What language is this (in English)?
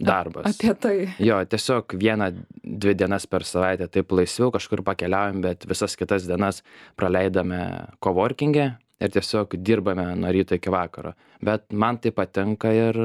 Lithuanian